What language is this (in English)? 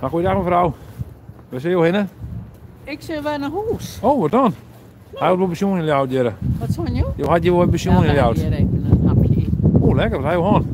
Western Frisian